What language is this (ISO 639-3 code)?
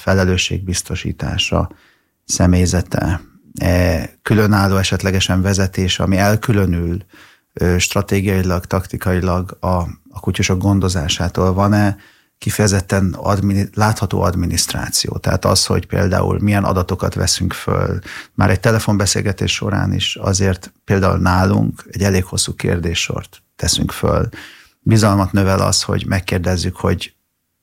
hun